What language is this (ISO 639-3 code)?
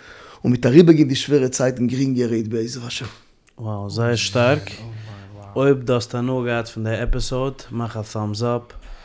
yid